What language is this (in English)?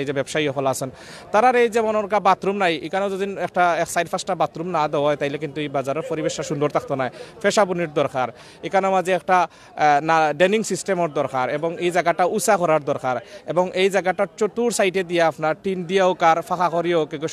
Sylheti